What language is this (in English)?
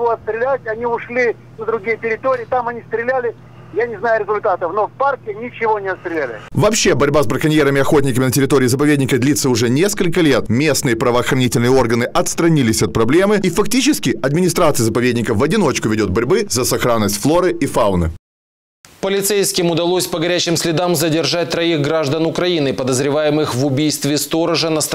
Russian